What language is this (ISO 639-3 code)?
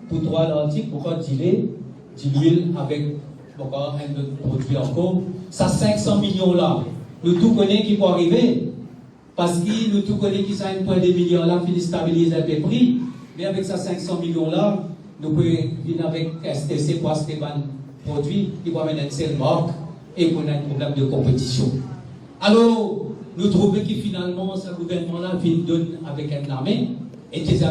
mfe